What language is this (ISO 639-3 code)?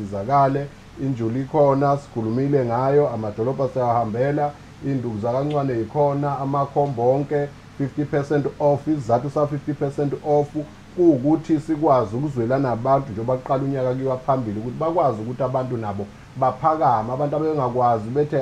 zul